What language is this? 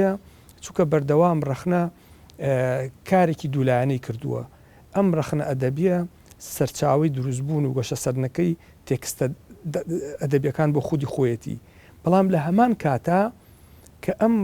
Central Kurdish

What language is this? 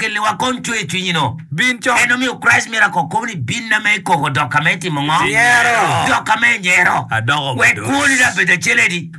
Acoli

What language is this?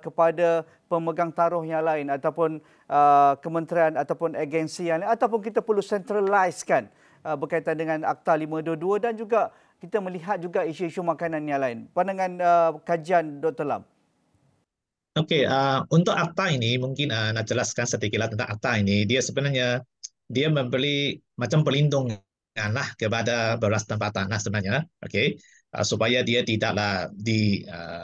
Malay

